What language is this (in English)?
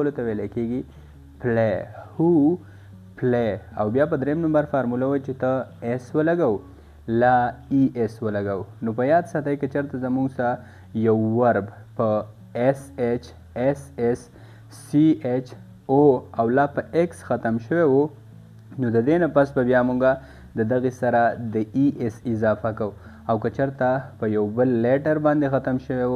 Pashto